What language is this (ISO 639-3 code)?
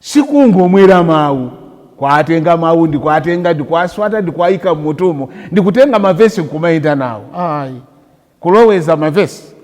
nya